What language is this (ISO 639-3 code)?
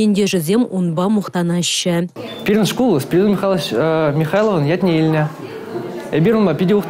chv